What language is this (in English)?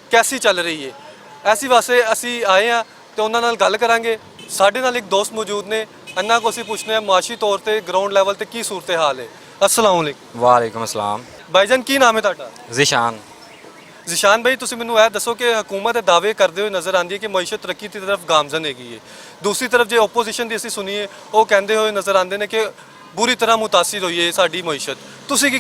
Western Panjabi